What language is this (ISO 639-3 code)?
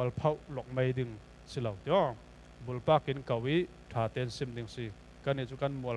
cfm